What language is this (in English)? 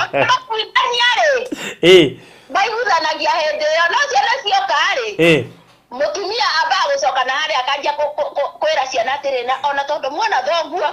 Kikuyu